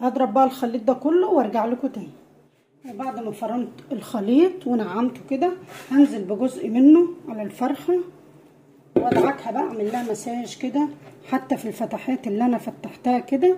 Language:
Egyptian Arabic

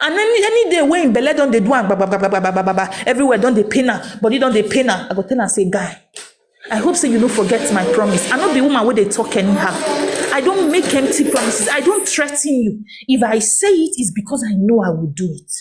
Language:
Nigerian Pidgin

